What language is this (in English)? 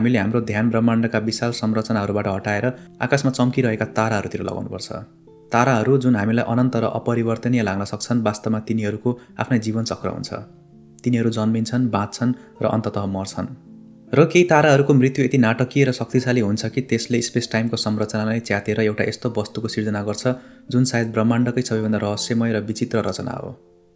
Nepali